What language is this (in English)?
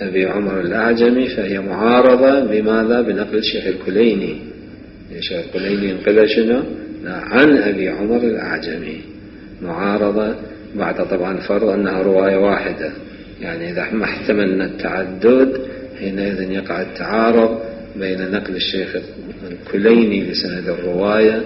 Mesopotamian Arabic